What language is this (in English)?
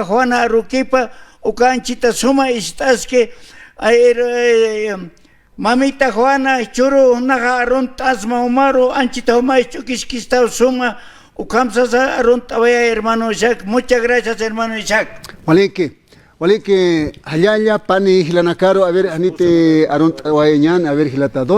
Aymara